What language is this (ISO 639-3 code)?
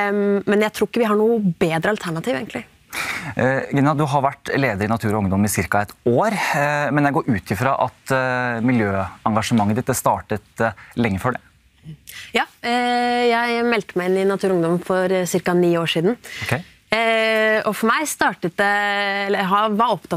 nor